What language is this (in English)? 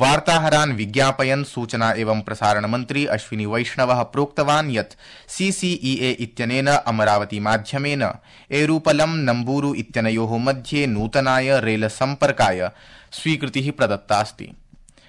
Sanskrit